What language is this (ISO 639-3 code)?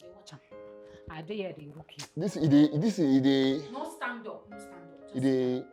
pcm